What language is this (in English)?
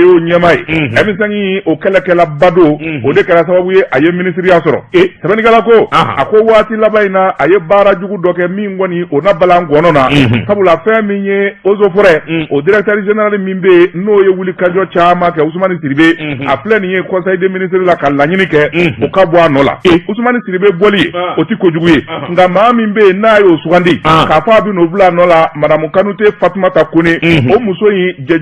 Bambara